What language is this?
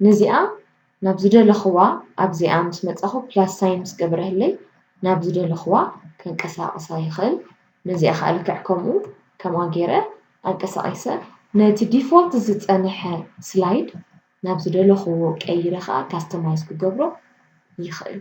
Tigrinya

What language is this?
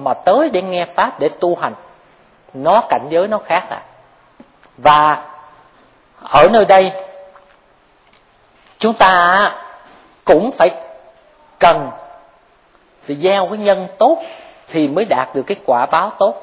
Vietnamese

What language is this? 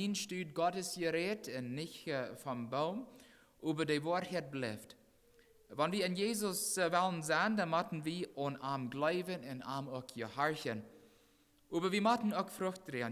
Plautdietsch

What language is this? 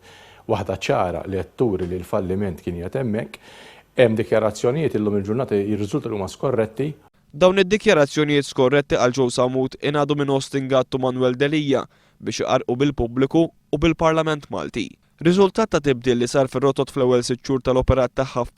Maltese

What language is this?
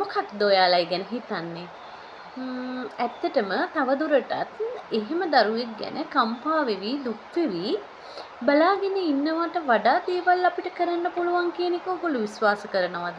Sinhala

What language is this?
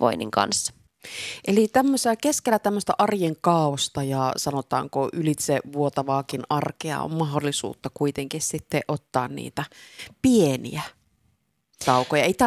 Finnish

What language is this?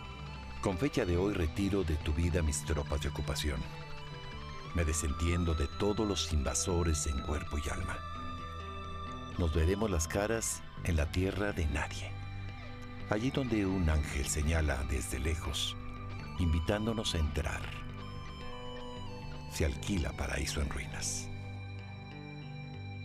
Spanish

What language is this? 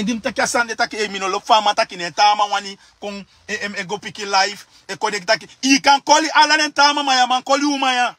Sranan Tongo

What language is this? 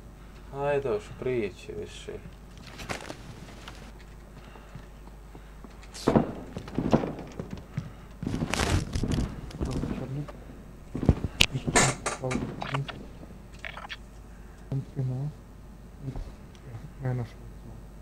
Croatian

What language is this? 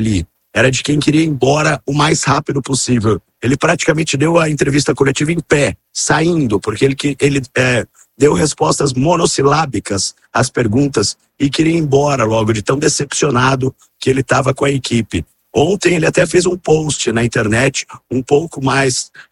Portuguese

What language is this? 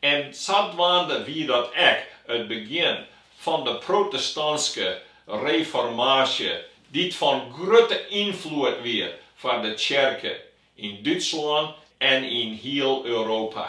Western Frisian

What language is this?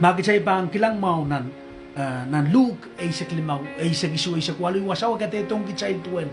Pohnpeian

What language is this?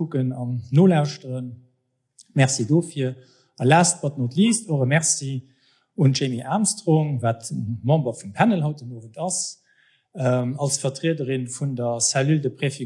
Luxembourgish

